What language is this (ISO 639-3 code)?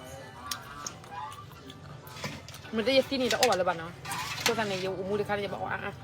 ksw